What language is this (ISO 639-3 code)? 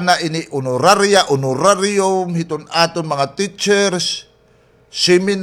war